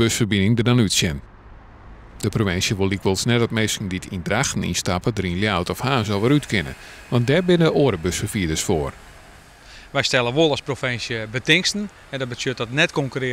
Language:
Western Frisian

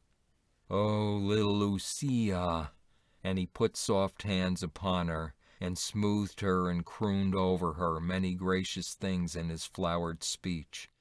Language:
English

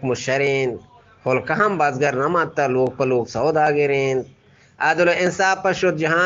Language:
Eastern Balochi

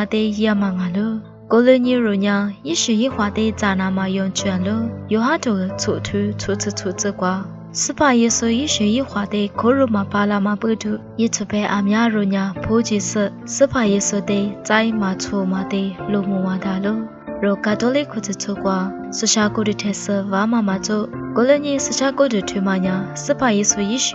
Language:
Lisu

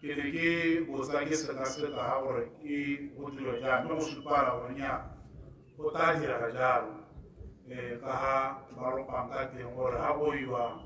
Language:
Tswana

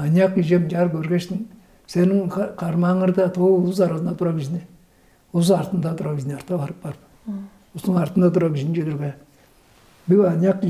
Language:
Tuvinian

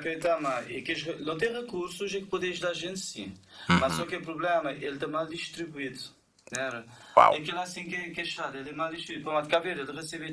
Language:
Kabuverdianu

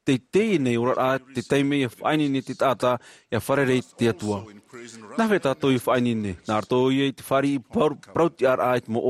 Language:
Tahitian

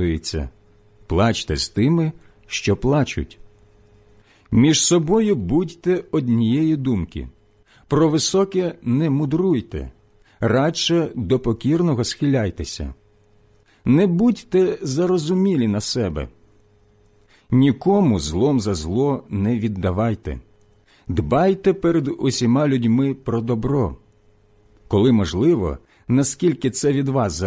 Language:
Ukrainian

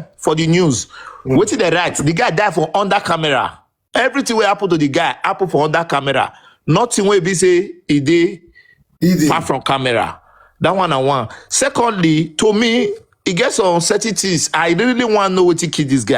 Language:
Nigerian Pidgin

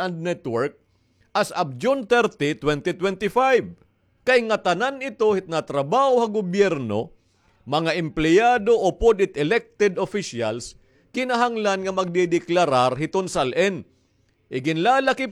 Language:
Waray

